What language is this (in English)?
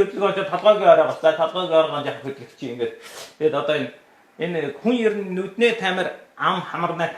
Mongolian